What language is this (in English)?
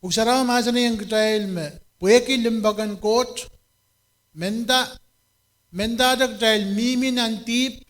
Pohnpeian